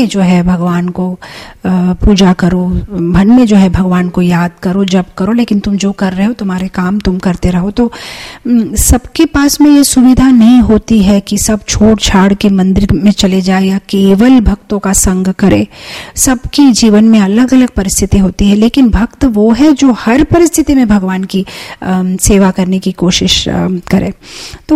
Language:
Hindi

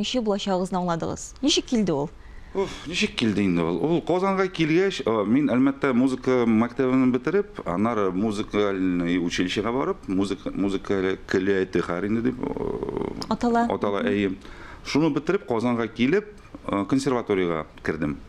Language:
Tatar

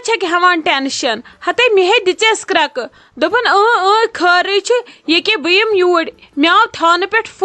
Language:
Kashmiri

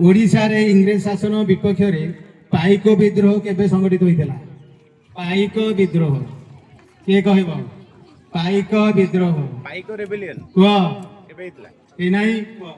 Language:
Odia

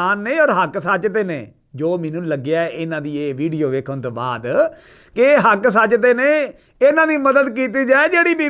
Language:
Western Panjabi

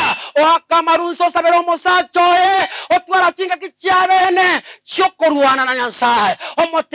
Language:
Gusii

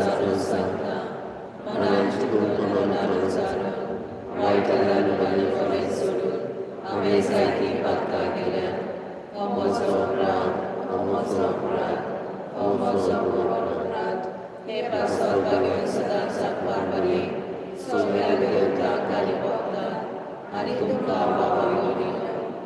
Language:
Konkani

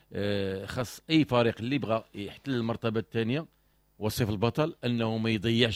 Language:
Moroccan Arabic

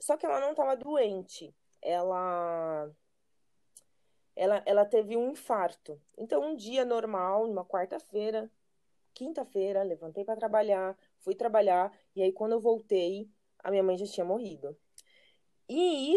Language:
Portuguese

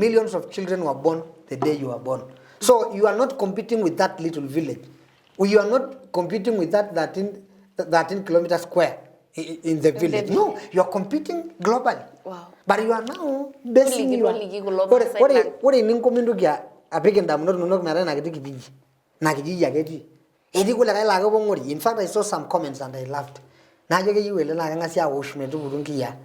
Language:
Masai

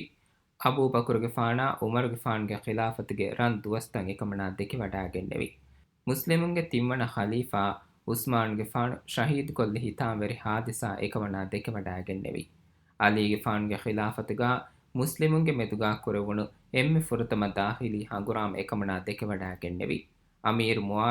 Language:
Divehi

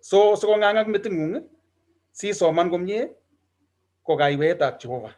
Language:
Kalenjin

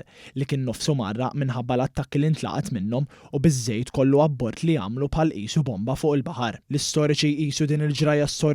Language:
Maltese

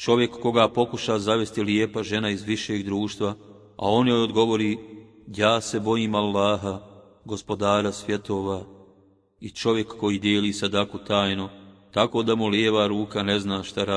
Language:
Bosnian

